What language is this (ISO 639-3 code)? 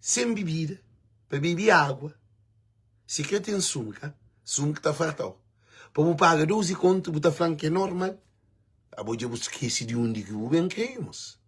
kea